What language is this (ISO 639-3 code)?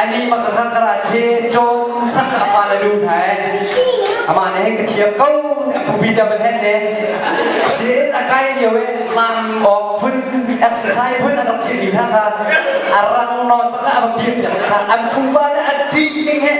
cnh